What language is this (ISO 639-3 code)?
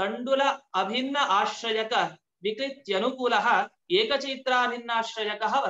san